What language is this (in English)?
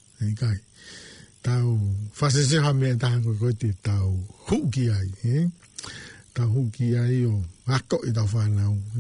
Tongan